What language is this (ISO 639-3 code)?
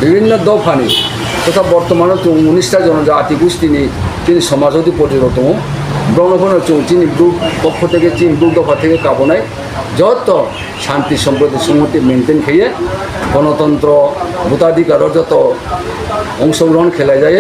ria